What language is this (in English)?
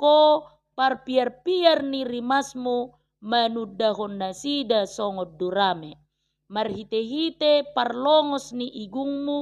Batak Toba